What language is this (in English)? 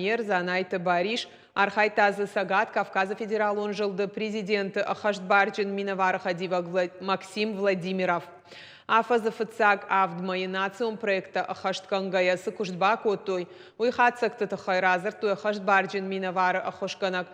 Ossetic